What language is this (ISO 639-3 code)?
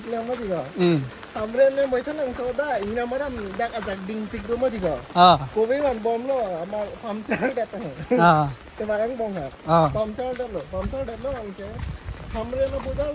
mjw